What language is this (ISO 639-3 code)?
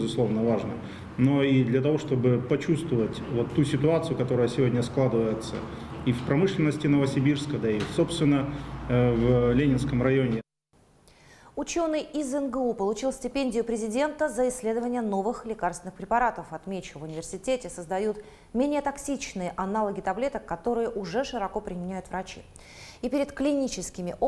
rus